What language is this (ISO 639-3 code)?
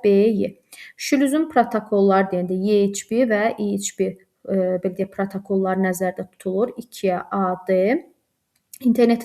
aze